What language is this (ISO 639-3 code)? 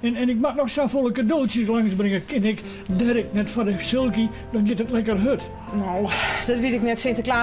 fry